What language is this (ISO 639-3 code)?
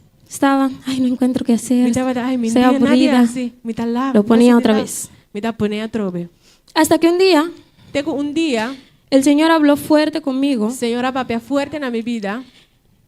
pap